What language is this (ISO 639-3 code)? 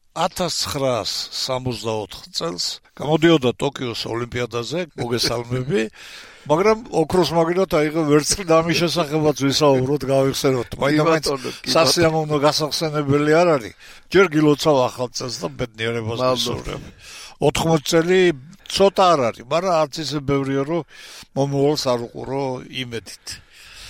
kat